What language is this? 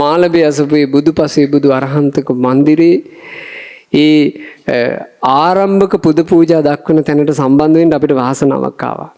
Sinhala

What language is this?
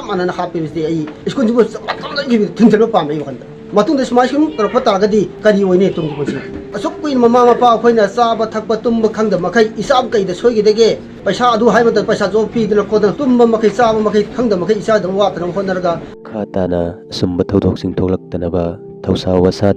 Manipuri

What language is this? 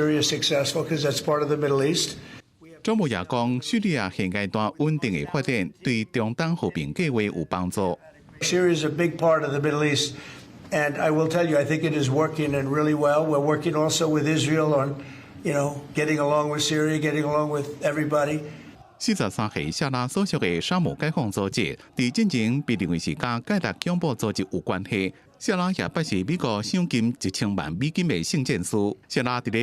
Min Nan Chinese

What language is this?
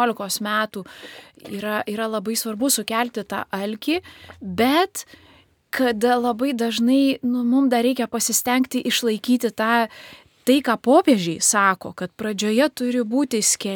Lithuanian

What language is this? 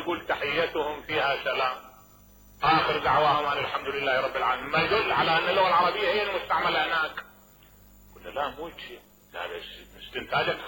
Mesopotamian Arabic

